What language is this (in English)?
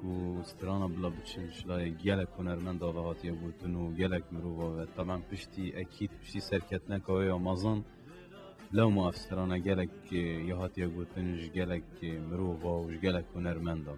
Kurdish